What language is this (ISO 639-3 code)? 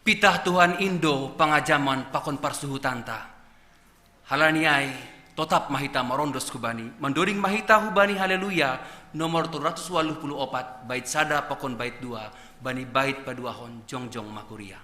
bts